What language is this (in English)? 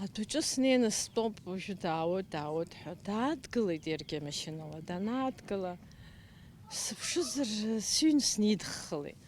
Abkhazian